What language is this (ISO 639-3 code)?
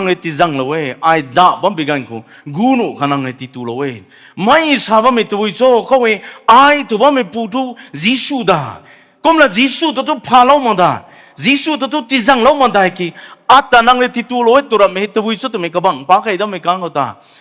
nbu